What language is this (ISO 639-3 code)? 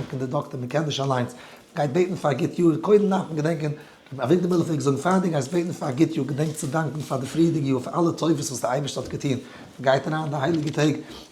yid